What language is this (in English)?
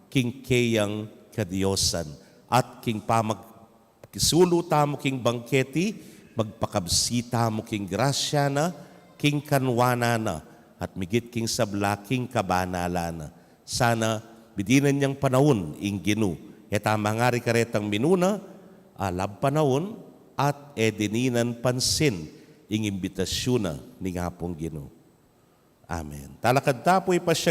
Pampanga